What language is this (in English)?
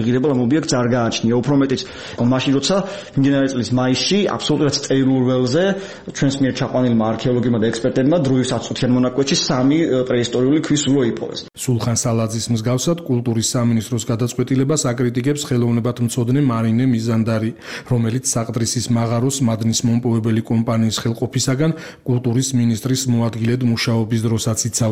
Georgian